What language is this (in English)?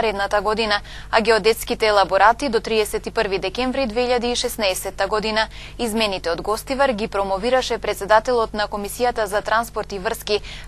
Macedonian